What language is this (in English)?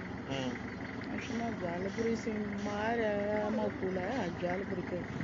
Tsonga